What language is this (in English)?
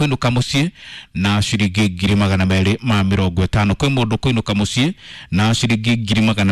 Kikuyu